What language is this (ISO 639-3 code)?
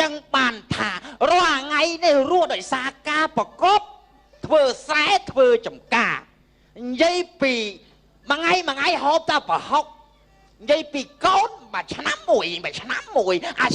khm